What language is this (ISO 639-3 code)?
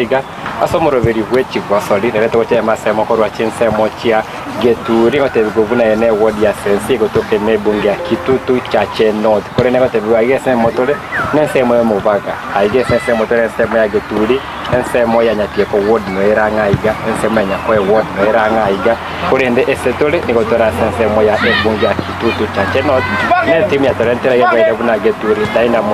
guz